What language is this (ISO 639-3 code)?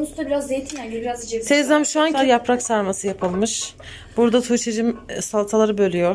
tur